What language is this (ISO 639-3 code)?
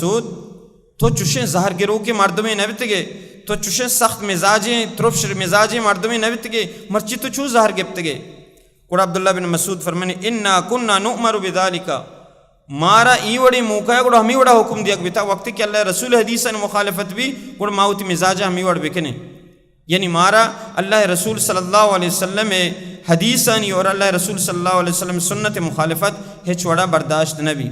bal